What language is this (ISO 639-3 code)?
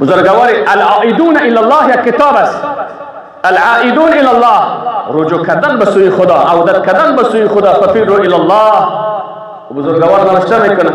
fas